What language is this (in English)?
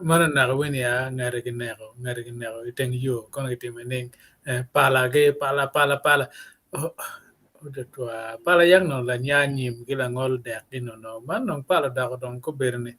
Acoli